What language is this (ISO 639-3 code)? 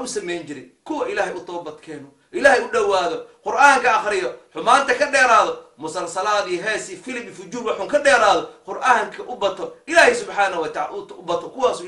som